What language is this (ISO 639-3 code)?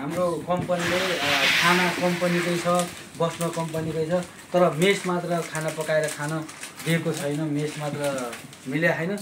nep